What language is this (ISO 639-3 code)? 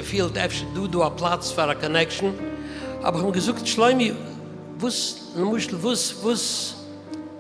yid